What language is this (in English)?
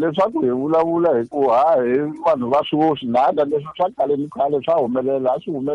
Tsonga